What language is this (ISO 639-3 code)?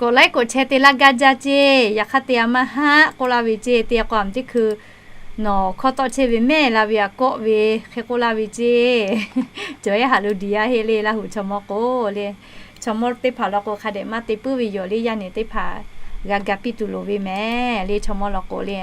lhu